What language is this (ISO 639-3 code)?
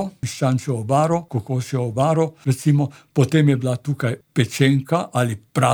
slv